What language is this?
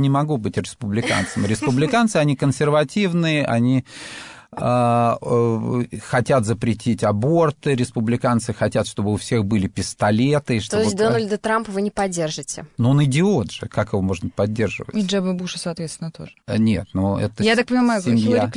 Russian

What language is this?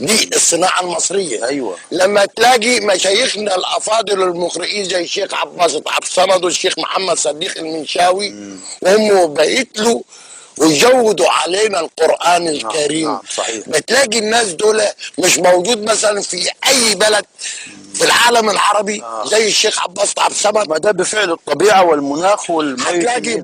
Egyptian Arabic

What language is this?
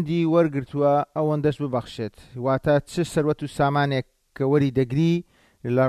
Central Kurdish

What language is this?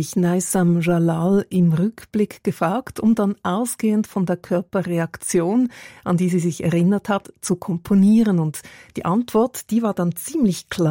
German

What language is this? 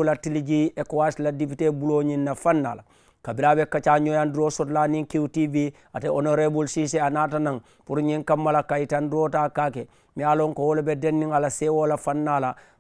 Mandingo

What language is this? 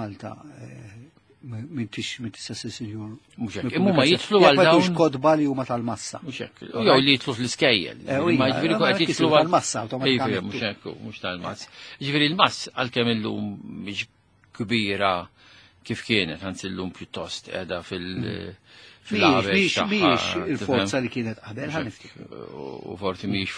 Maltese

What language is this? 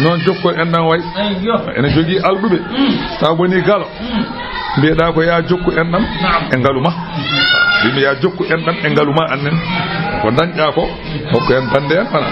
Fula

